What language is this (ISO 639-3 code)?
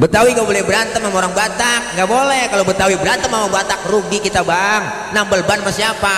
bew